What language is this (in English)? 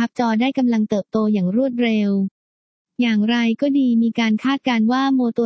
Thai